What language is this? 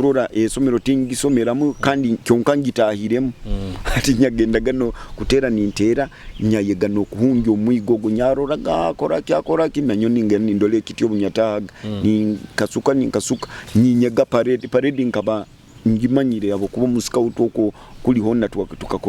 Nyoro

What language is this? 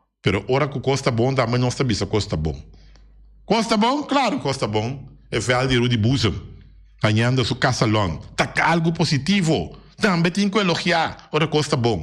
Papiamento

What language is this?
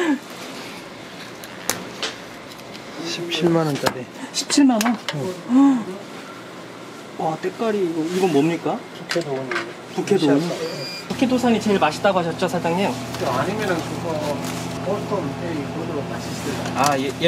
Korean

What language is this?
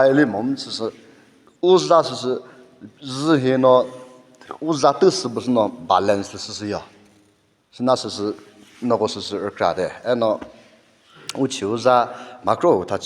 Chokri Naga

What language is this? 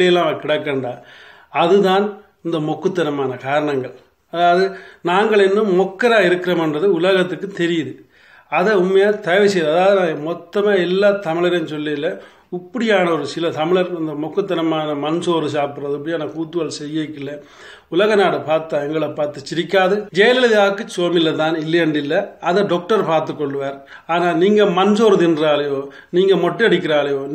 Tamil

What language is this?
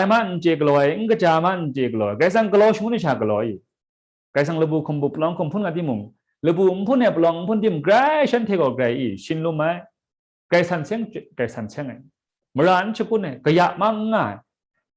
Kachin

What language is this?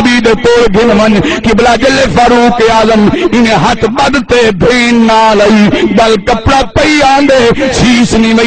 Saraiki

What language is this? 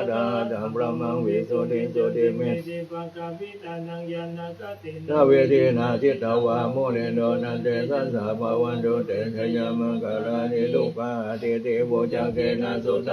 Pali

